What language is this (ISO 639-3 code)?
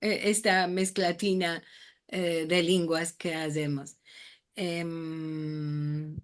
lad